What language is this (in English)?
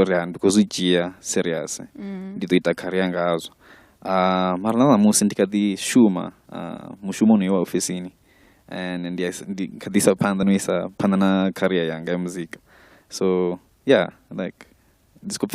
Venda